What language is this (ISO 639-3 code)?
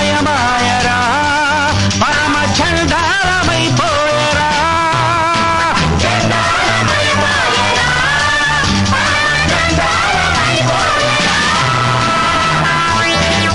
tel